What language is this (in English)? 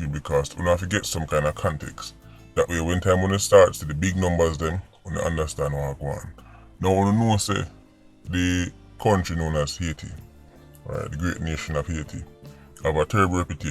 Jamaican Creole English